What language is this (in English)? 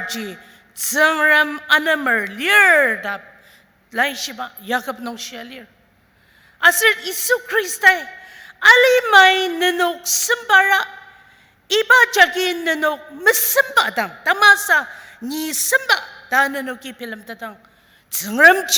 Ao Naga